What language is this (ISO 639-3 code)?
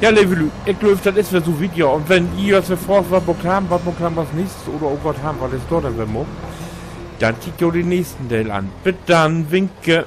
nds